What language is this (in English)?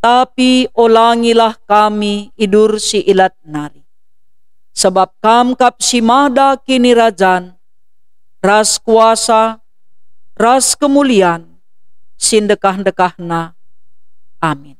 Batak Karo